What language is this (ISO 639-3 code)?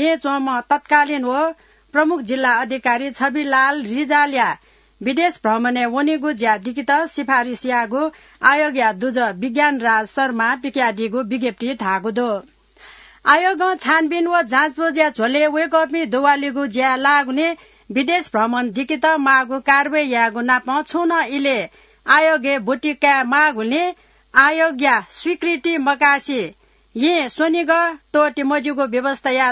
new